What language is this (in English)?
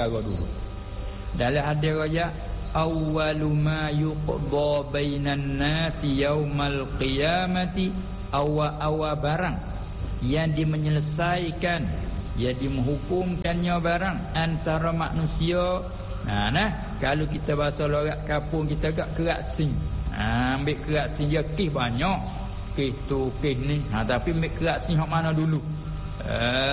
Malay